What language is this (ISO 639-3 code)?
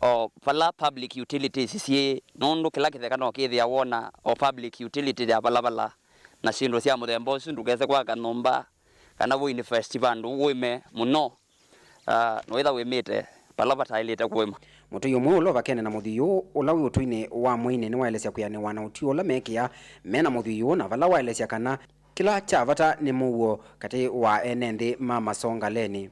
kam